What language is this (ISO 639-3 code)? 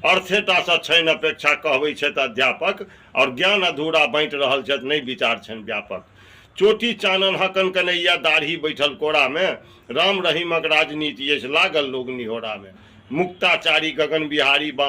mai